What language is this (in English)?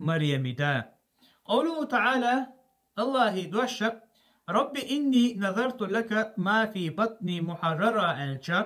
Chechen